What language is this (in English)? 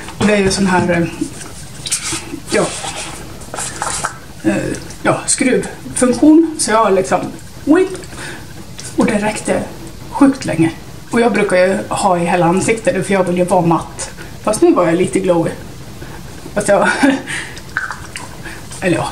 Swedish